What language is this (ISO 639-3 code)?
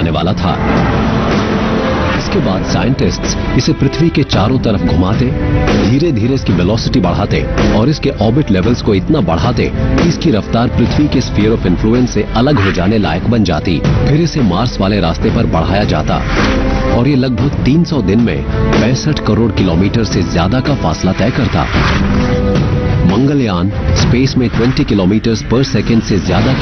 hin